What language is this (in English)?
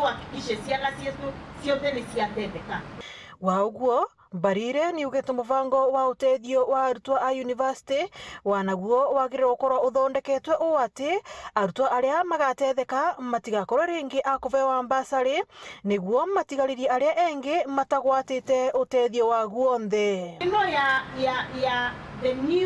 Meru